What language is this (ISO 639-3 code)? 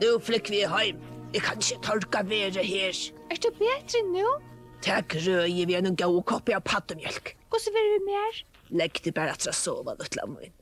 fao